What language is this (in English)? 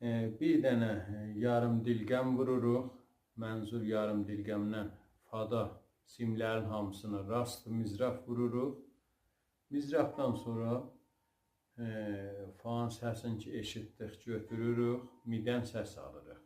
South Azerbaijani